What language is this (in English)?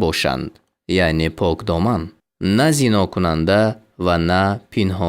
Tajik